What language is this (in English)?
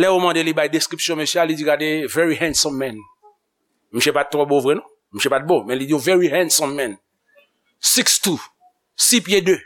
Haitian Creole